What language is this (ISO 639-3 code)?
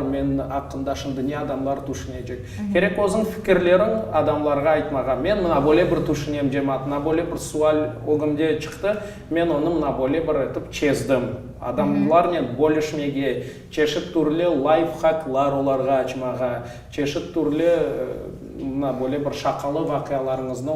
crh